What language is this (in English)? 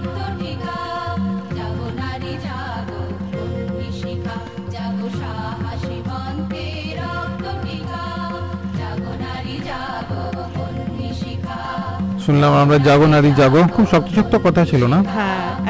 Bangla